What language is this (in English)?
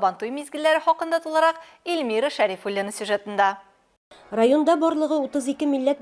Tatar